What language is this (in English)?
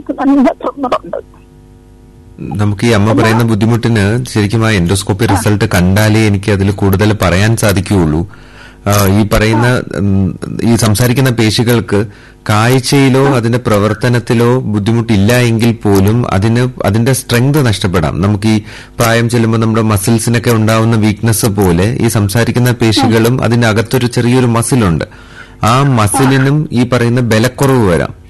Malayalam